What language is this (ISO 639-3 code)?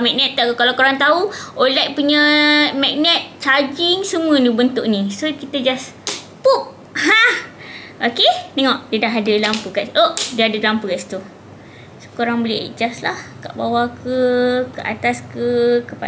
msa